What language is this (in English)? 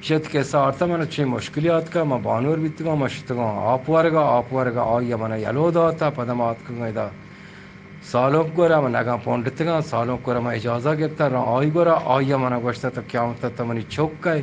Baluchi